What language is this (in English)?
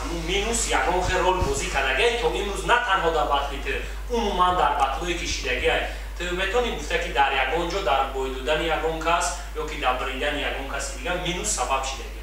Tajik